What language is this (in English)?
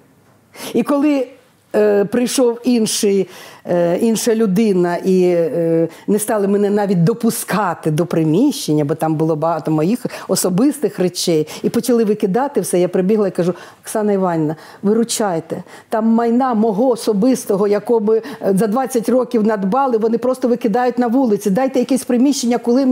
Ukrainian